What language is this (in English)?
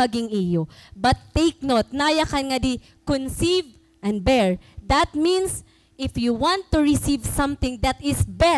Waray